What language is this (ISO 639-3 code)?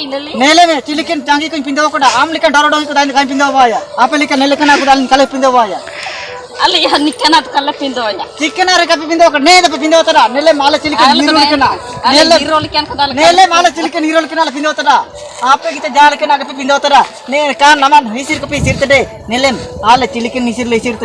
hoc